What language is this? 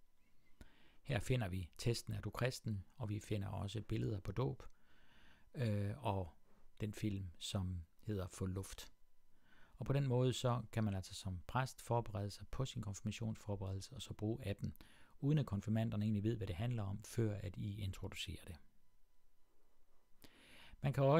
Danish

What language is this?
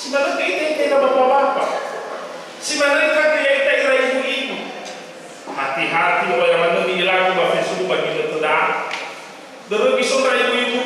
Nias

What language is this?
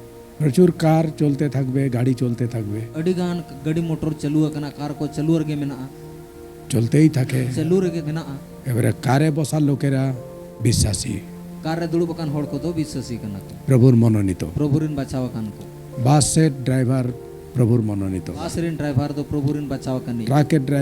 Santali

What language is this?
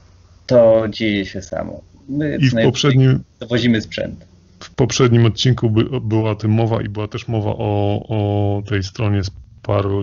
Polish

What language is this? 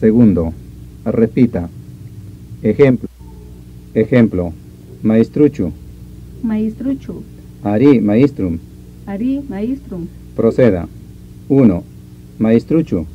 Ayacucho Quechua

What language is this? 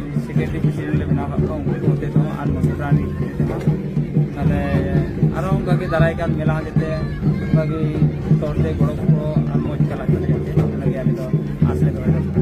Santali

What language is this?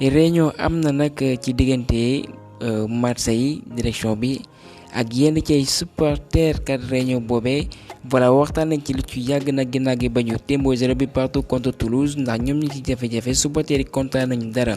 Wolof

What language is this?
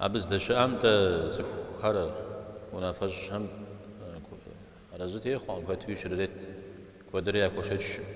Kabardian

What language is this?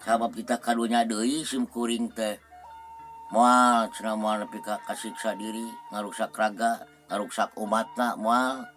Sundanese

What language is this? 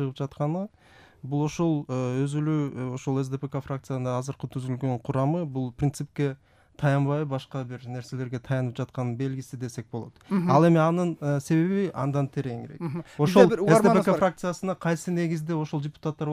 Kyrgyz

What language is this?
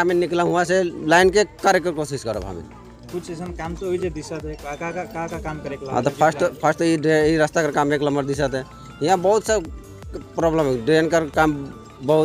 Sadri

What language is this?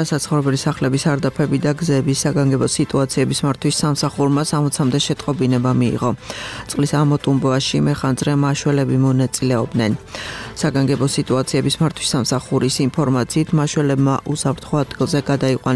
Georgian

